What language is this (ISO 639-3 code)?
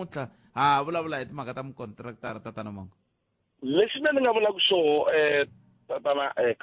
tso